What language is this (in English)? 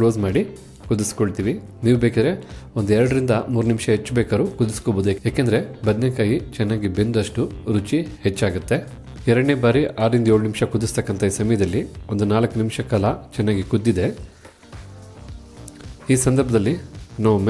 Kannada